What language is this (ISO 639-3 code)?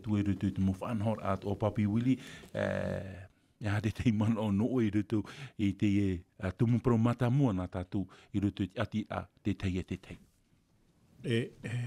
tah